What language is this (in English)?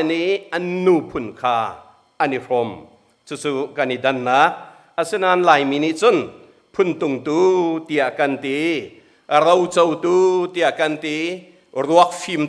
Hakha Chin